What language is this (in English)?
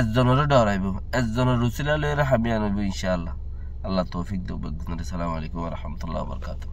Rohingya